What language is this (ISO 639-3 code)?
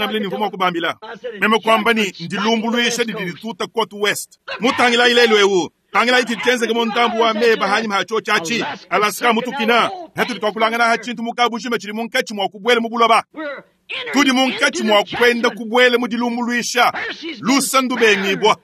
lua